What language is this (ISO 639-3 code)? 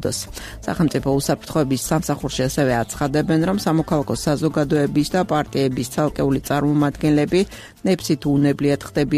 kat